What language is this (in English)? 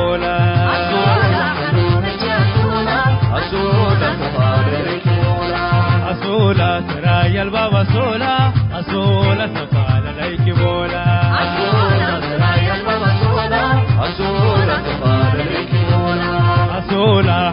Tigre